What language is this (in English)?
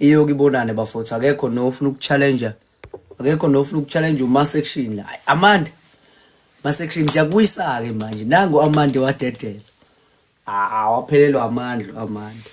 Zulu